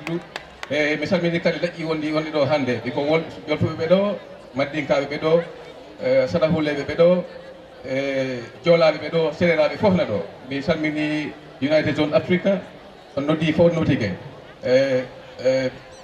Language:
Fula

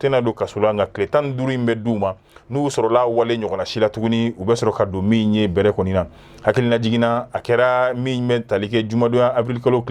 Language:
Bambara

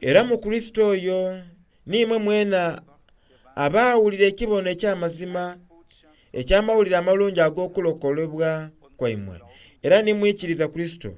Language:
Soga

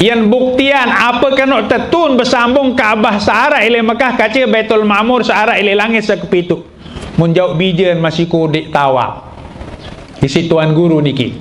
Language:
Sasak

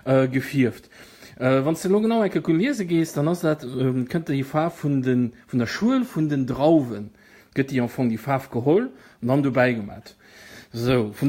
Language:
Luxembourgish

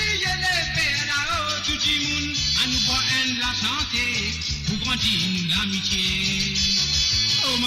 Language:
Morisyen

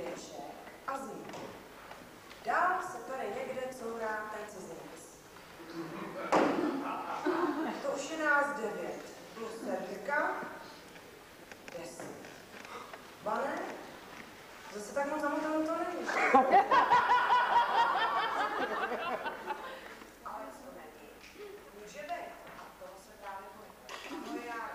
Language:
Czech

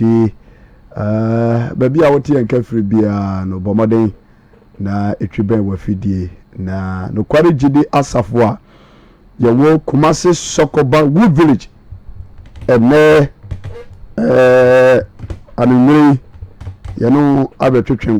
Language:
Akan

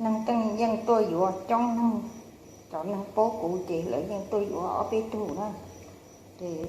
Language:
Hmong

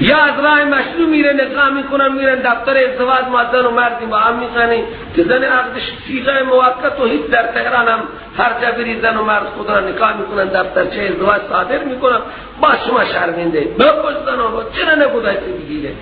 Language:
Persian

